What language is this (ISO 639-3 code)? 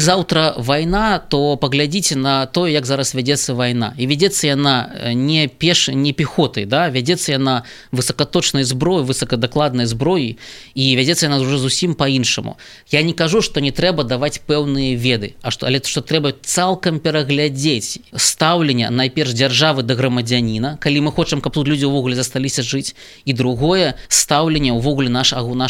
bel